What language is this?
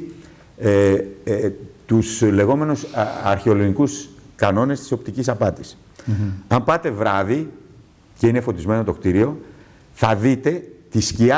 Greek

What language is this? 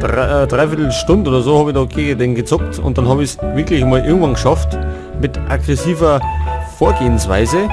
Bavarian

